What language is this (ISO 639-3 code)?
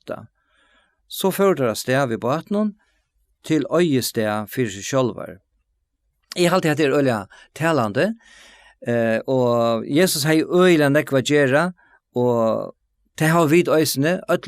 fao